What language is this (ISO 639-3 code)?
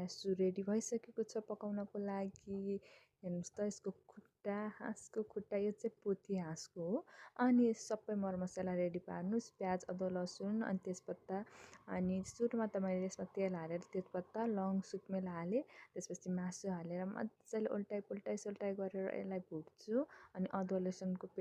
nep